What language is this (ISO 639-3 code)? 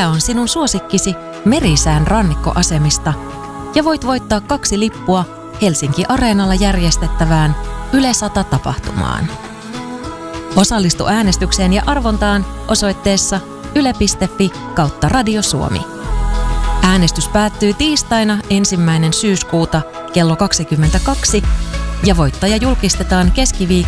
fin